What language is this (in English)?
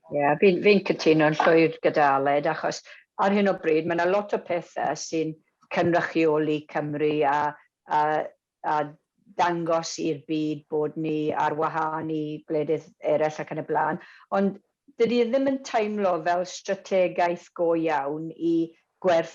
Welsh